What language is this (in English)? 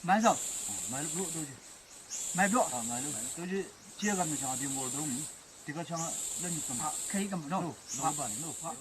Chang Naga